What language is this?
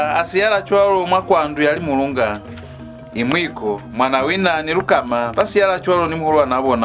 Lozi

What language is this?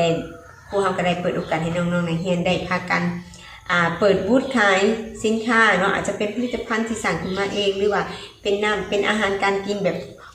Lao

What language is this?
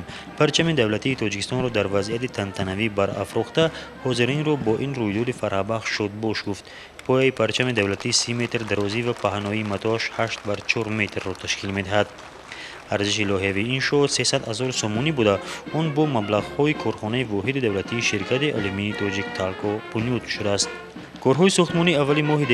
Tajik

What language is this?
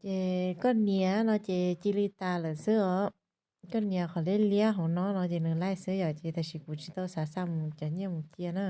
Hmong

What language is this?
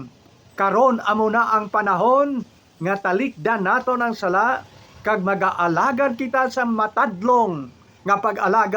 Hiligaynon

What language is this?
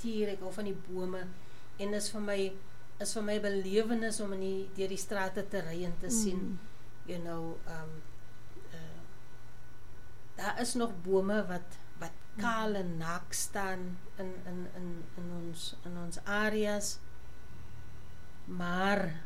Afrikaans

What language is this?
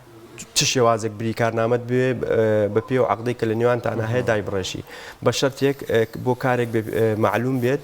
Central Kurdish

